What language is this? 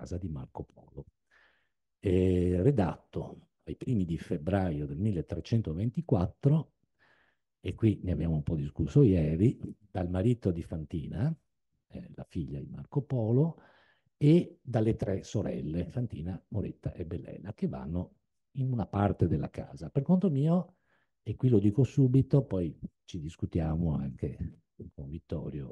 Italian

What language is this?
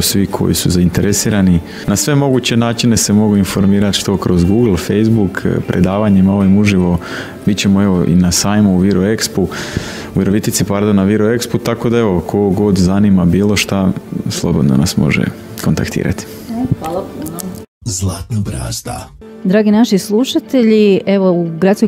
Croatian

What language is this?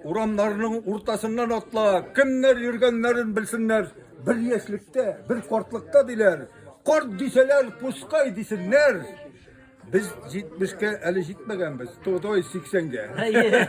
Tatar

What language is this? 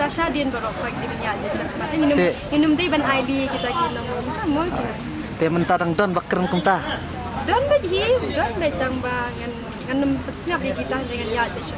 Khasi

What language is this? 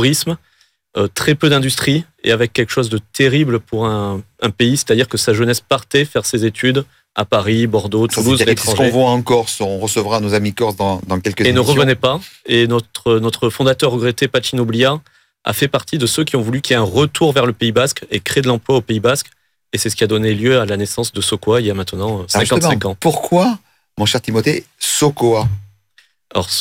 French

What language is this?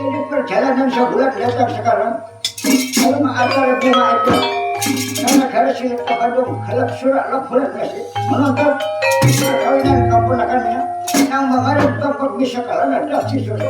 Banjar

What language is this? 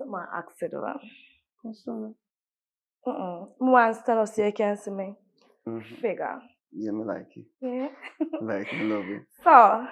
Jamaican Creole English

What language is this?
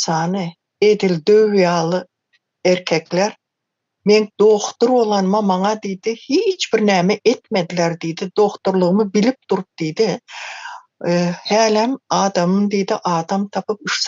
Turkmen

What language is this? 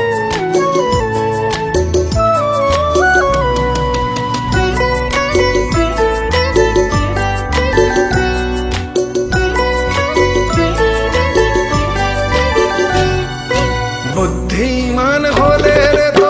Bangla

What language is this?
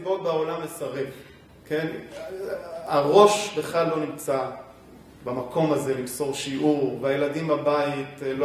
Hebrew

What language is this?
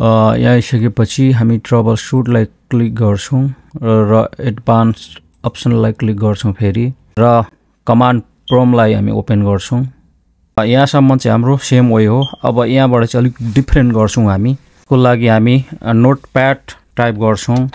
Nepali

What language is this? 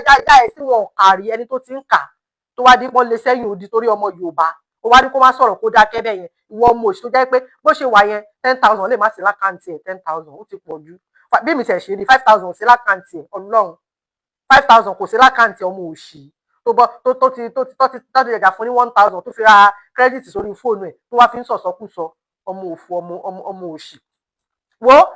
Yoruba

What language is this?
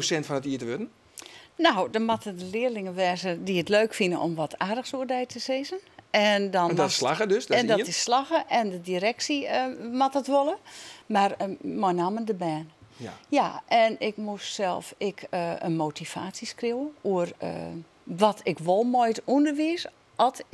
Western Frisian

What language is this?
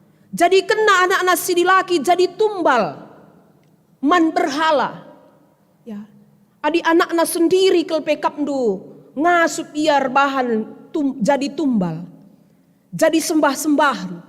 Batak Karo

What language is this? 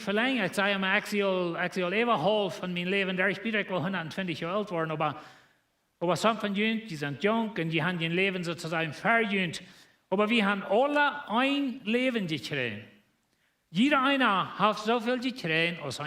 Plautdietsch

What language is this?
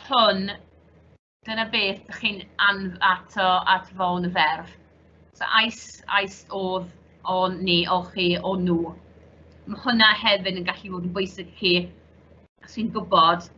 Welsh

